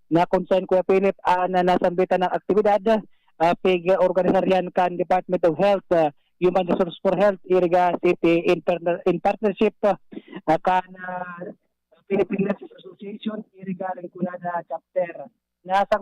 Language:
Bikol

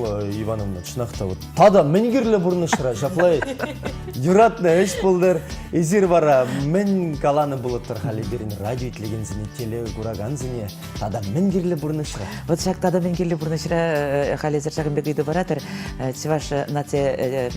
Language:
Chuvash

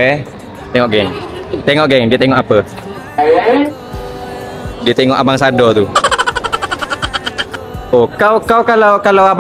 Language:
Malay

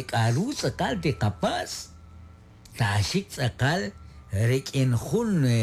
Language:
Kekchí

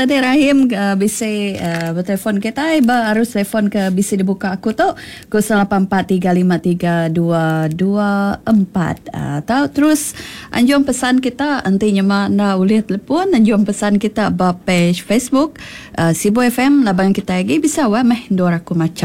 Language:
Iban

